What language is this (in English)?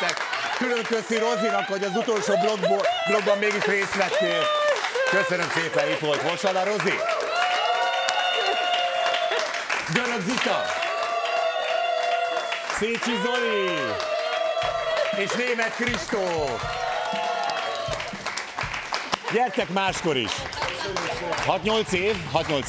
Hungarian